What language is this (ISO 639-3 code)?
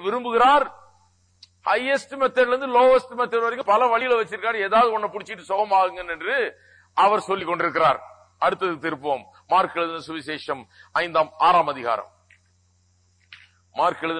tam